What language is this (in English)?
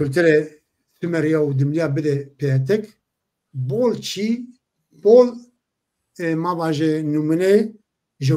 Zaza